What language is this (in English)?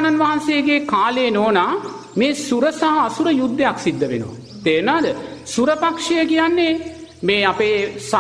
Sinhala